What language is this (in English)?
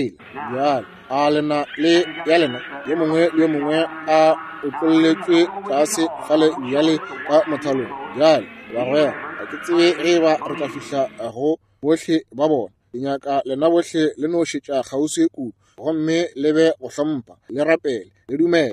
Northern Sotho